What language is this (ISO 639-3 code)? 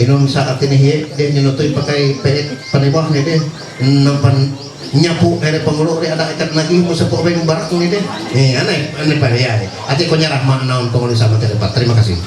mhy